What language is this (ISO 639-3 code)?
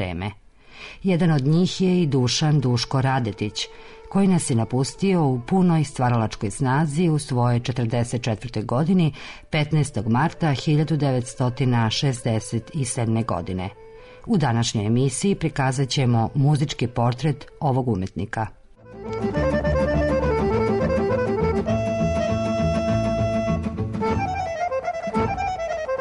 srp